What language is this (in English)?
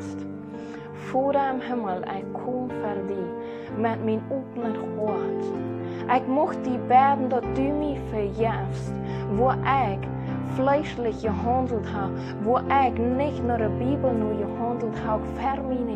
Plautdietsch